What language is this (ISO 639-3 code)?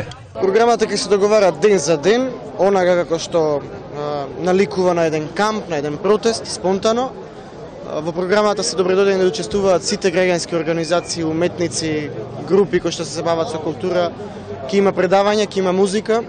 mkd